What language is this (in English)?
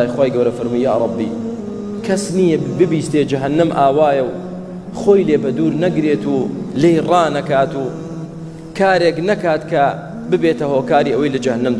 Central Kurdish